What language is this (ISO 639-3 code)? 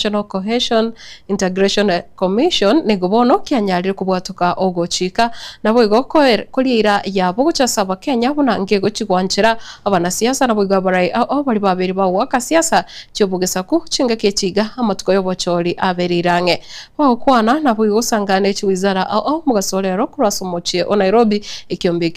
guz